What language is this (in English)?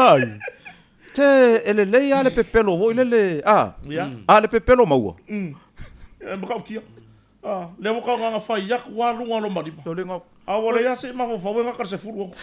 Samoan